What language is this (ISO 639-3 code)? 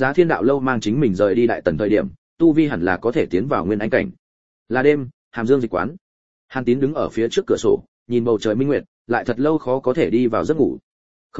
vie